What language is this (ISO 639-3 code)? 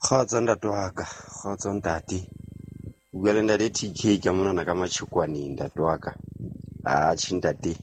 sot